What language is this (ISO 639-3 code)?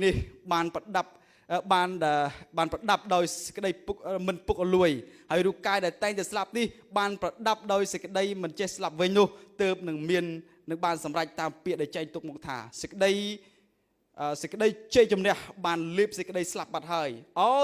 khm